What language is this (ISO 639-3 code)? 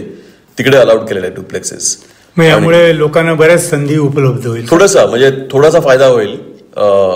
mar